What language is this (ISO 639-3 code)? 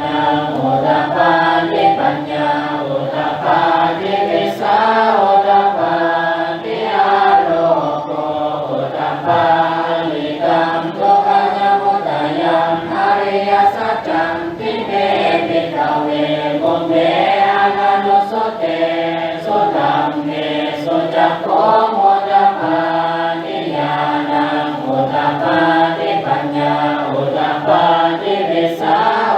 pli